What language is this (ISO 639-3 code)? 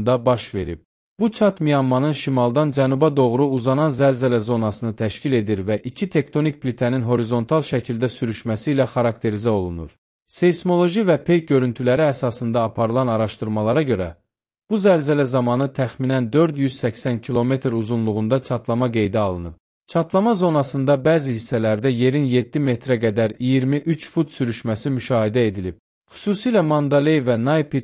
aze